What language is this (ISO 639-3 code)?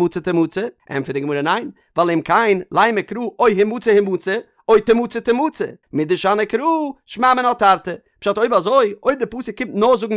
yid